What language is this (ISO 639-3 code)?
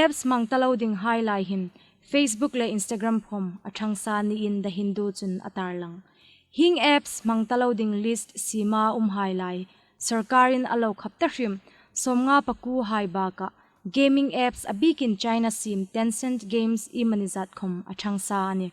hmr